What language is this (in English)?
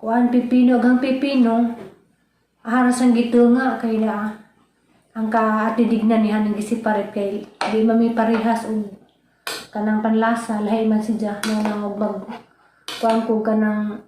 Cebuano